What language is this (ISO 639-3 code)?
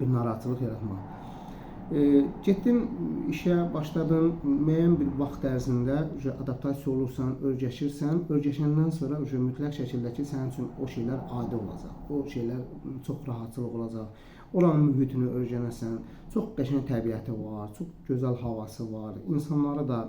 aze